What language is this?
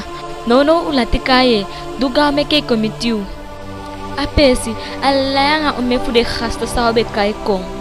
Eastern Maroon Creole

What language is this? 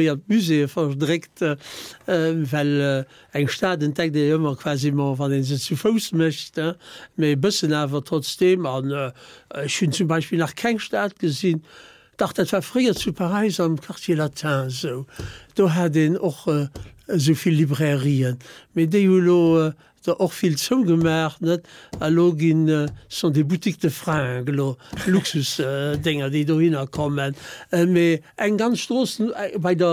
Luxembourgish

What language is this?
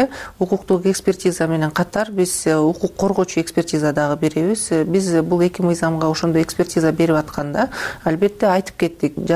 Kyrgyz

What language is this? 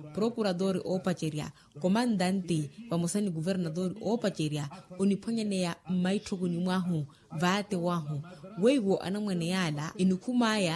Makhuwa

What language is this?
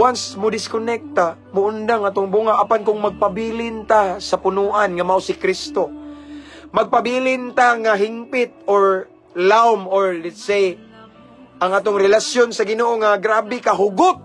Cebuano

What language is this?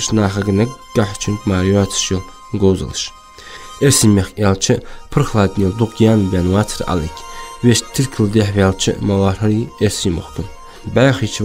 Ingush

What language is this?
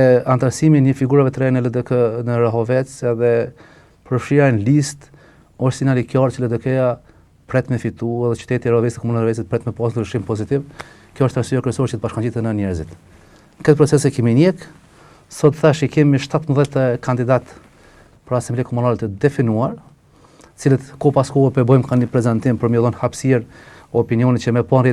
Albanian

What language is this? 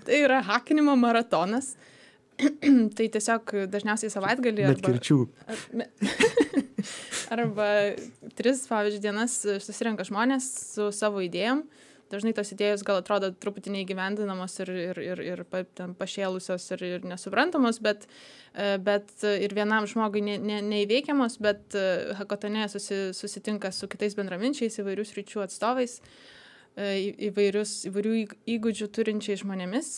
Lithuanian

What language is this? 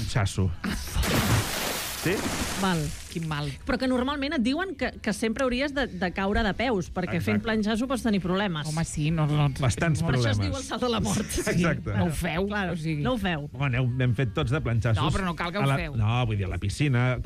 Catalan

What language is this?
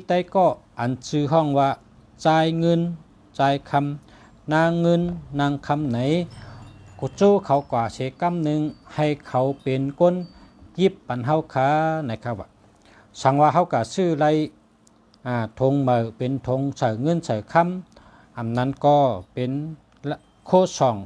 Shan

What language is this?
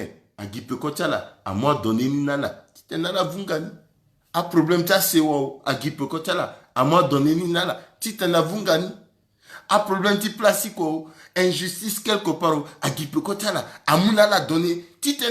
Sango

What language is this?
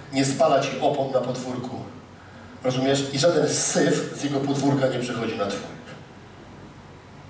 Polish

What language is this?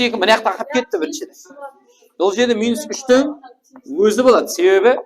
Kara-Kalpak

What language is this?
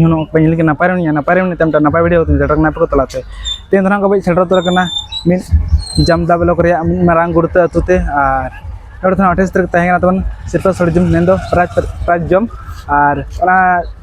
Santali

